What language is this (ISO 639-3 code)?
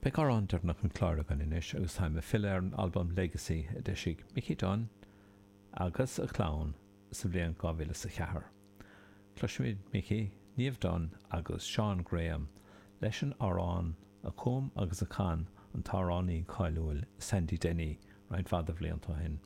gle